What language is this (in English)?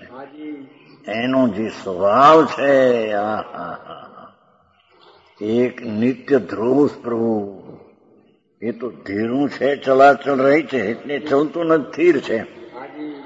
Gujarati